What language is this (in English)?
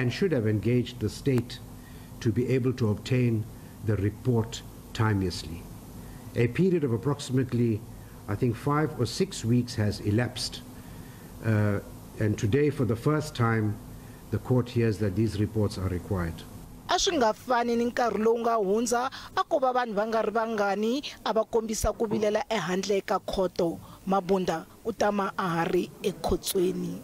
Tsonga